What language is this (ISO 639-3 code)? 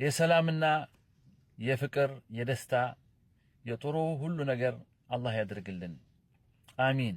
amh